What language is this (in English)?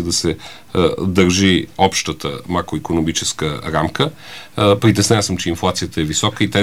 Bulgarian